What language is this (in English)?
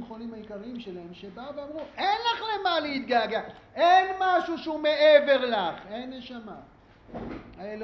Hebrew